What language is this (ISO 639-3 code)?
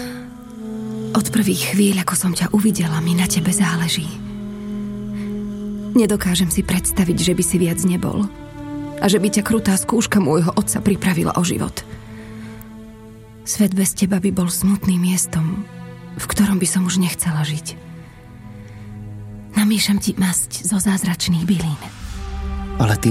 slk